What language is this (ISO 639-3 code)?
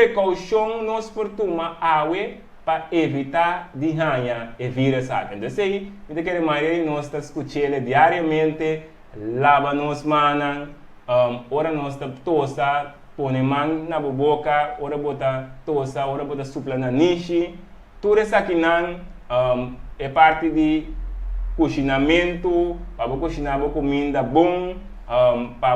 pap